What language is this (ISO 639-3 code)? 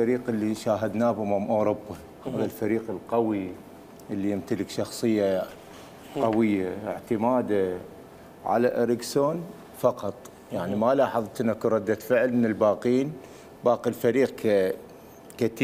acm